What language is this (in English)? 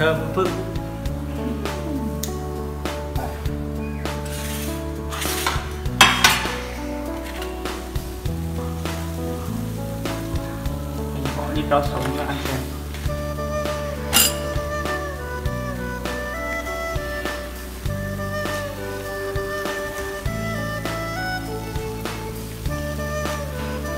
Vietnamese